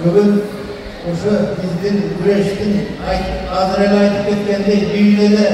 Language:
Kyrgyz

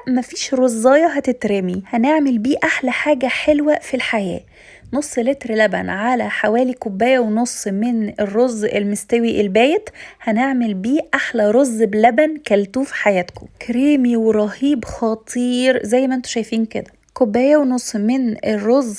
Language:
Egyptian Arabic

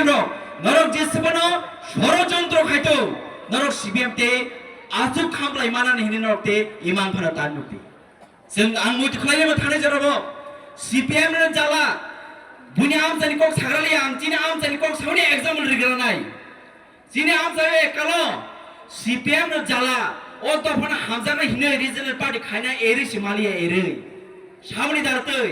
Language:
Kok Borok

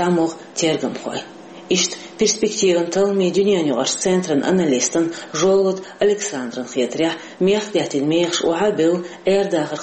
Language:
Chechen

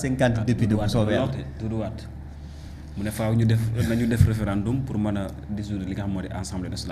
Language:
Wolof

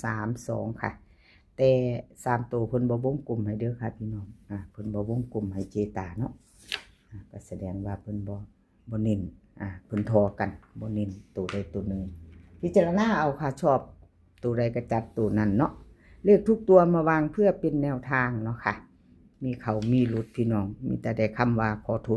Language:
Northeastern Thai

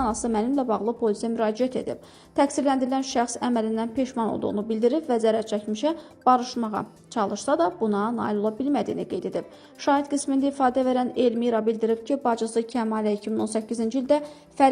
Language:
Azerbaijani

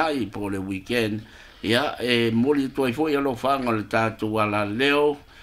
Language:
Samoan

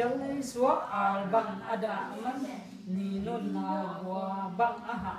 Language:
Tedim Chin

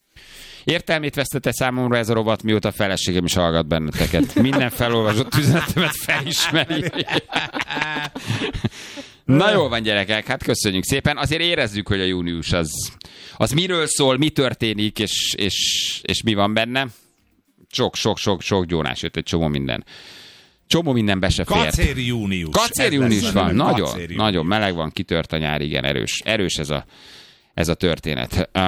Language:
Hungarian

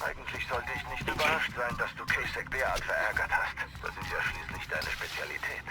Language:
Swiss German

